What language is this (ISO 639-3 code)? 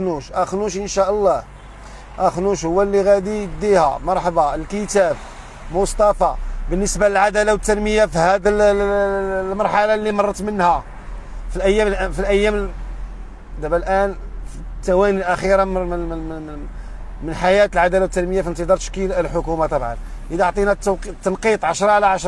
ary